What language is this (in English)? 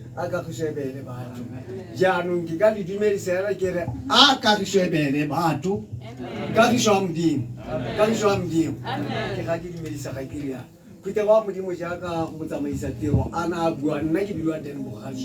Tswana